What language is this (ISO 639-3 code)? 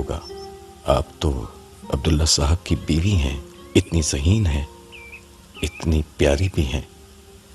urd